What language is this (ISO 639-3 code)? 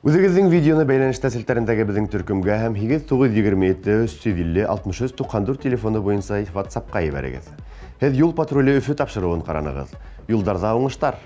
bak